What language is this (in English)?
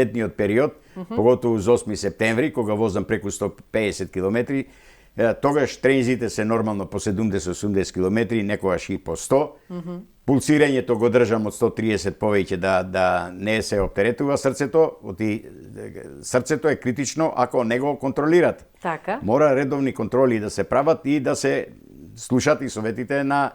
Macedonian